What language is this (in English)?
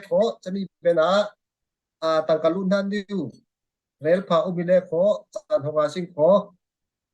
Falam Chin